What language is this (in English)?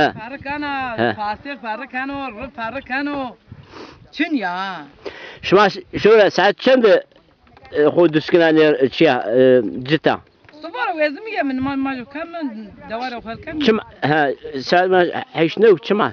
Zaza